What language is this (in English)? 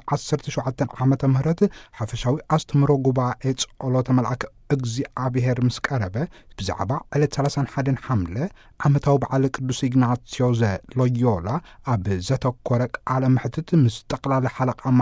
Tigrinya